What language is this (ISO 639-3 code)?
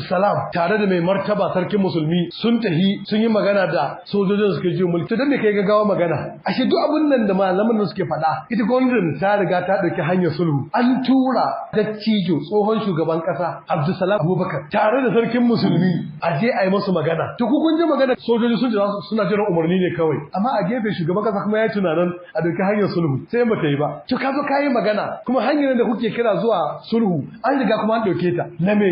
hau